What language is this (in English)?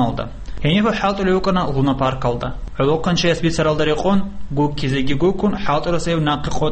Avaric